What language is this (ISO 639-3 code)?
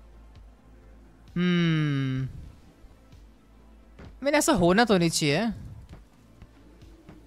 hin